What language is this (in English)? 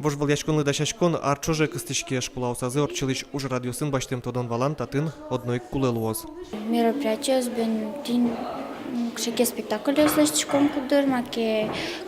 Udmurt